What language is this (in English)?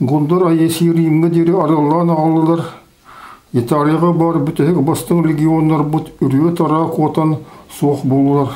Yakut